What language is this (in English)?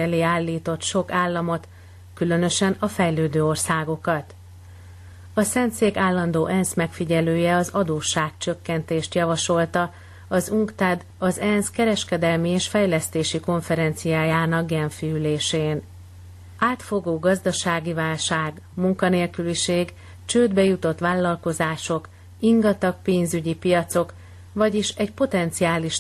Hungarian